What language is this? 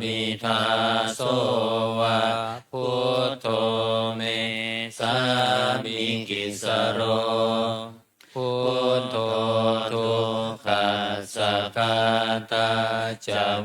Pali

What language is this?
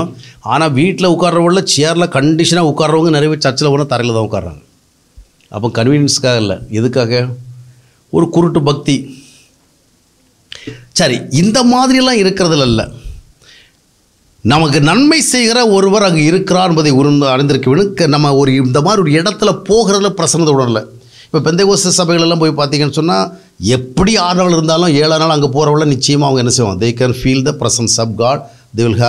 Tamil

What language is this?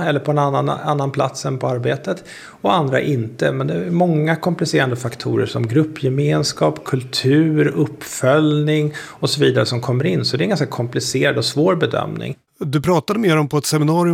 Swedish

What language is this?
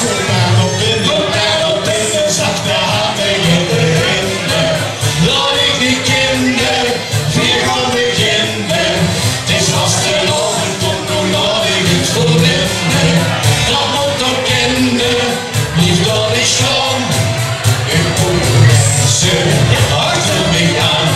Limburgish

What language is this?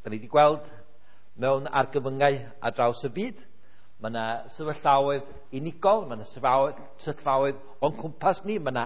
Welsh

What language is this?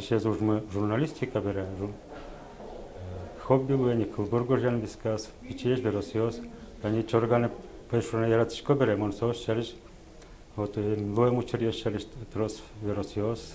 Udmurt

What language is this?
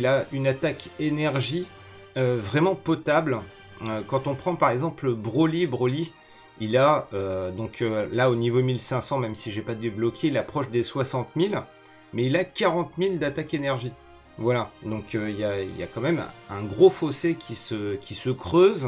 French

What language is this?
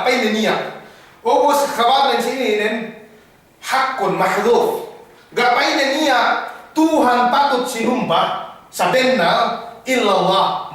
Yakan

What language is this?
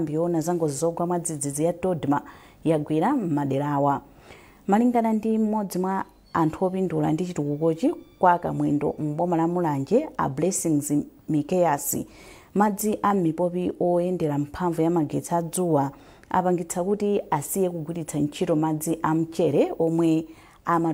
Nyanja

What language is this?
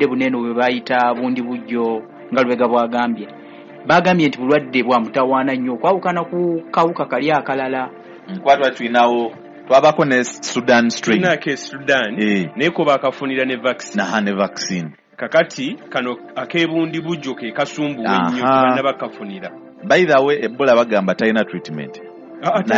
Ganda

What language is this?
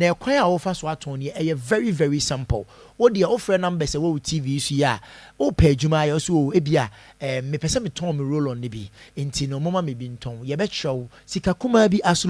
Akan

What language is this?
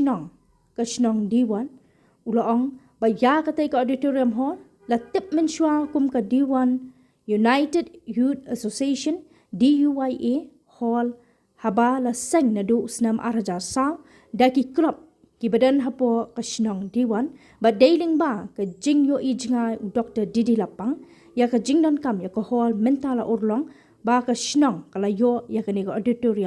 Khasi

